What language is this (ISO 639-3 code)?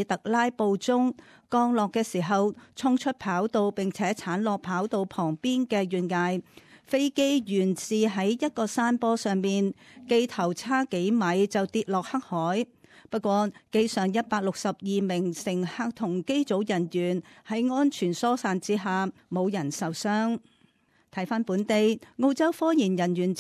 yue